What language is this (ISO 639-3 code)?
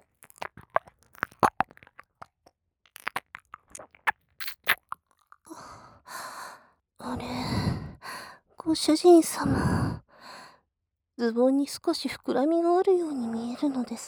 jpn